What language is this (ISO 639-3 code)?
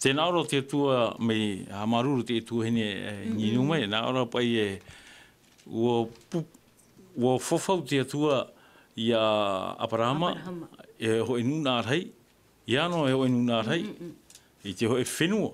tah